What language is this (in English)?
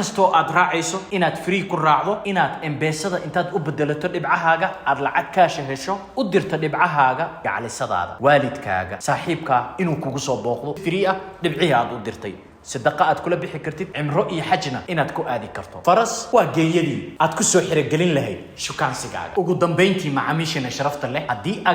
Somali